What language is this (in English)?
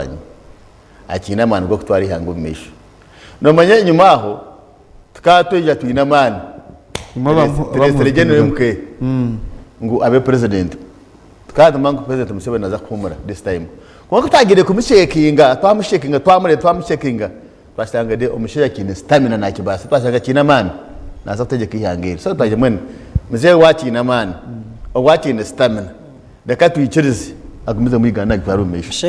Nyankole